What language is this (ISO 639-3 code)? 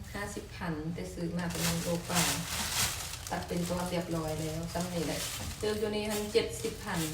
lao